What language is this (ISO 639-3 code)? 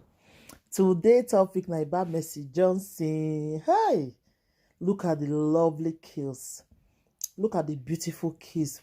pcm